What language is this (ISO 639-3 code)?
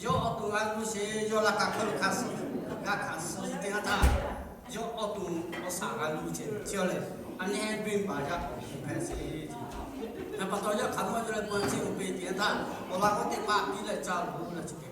lhu